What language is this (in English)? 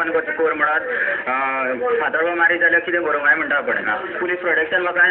Konkani